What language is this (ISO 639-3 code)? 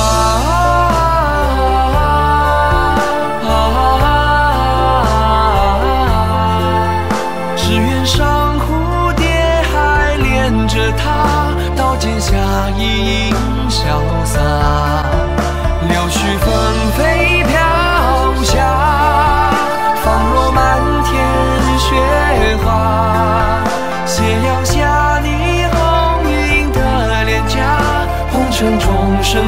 zho